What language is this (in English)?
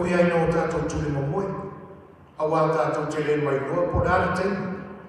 Samoan